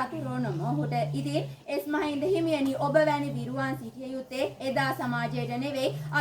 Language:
Sinhala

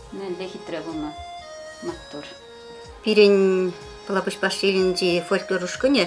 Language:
Chuvash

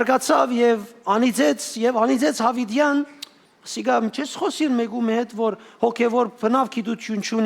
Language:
Western Armenian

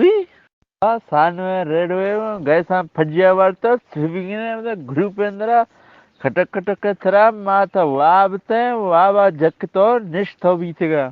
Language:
Eastern Balochi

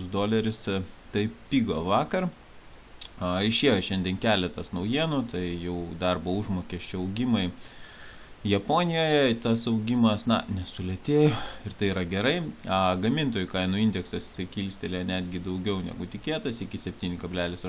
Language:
Lithuanian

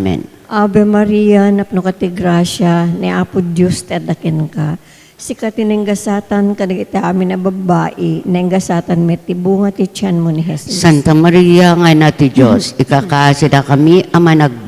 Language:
Iloko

